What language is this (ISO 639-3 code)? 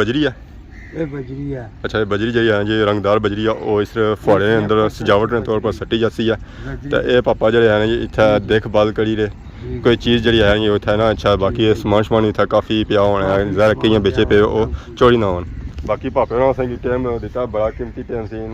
phr